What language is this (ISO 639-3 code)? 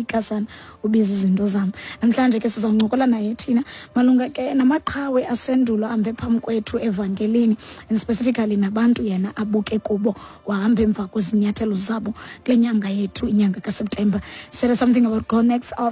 xho